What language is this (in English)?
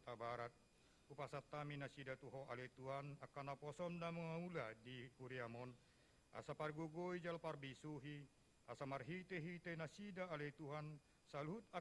Batak Toba